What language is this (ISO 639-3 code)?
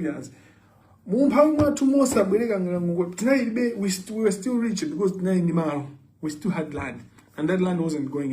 nya